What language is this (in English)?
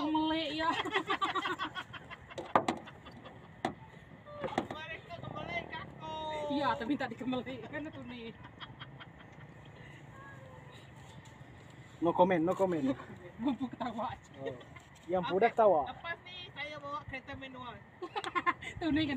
Malay